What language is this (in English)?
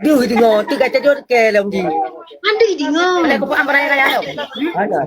Achinese